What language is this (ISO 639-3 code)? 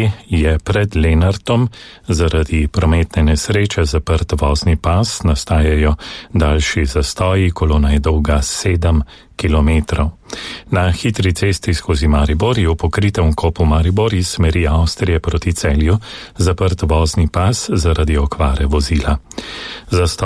slv